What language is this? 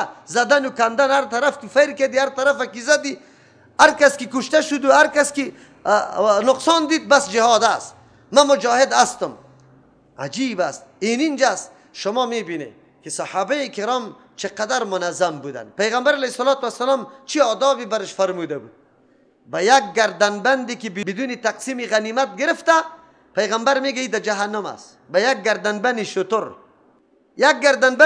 Persian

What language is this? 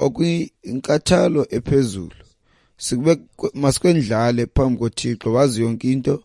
Xhosa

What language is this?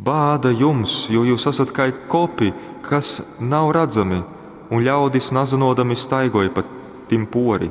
Latgalian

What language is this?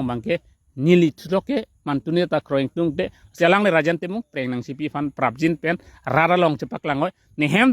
Karbi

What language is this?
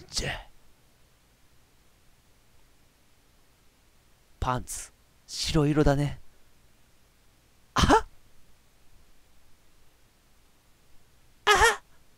Japanese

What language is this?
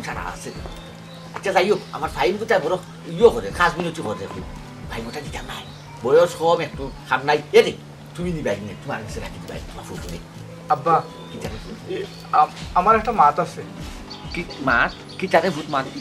Sylheti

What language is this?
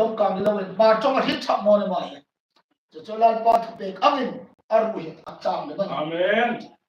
Hmar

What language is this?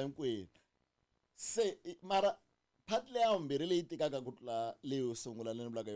Tsonga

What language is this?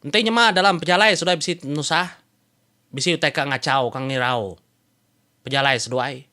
Iban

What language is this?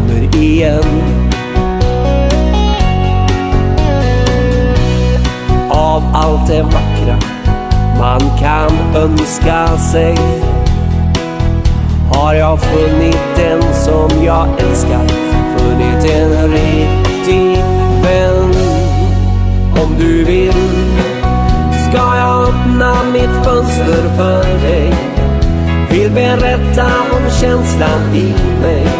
Swedish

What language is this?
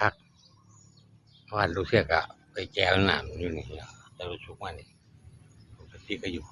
Northeastern Thai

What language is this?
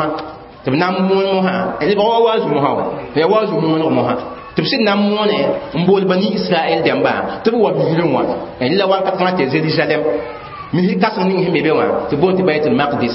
Mossi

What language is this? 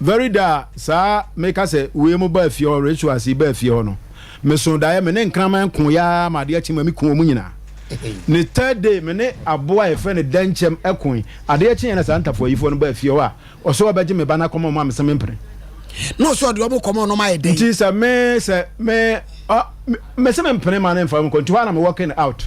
Akan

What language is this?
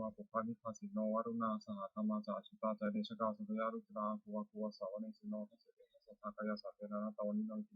Pali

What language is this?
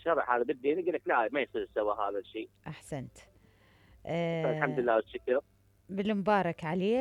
Mesopotamian Arabic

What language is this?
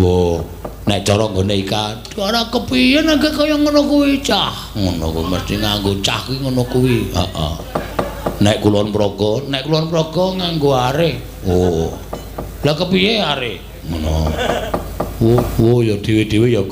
Javanese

